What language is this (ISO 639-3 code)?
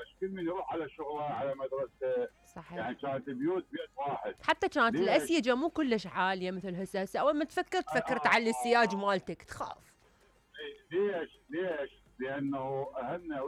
acm